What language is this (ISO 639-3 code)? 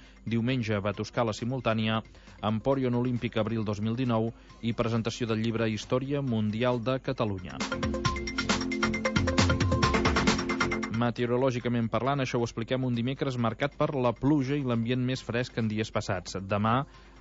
cat